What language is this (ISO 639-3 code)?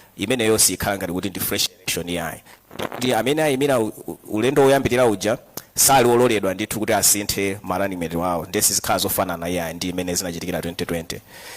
nya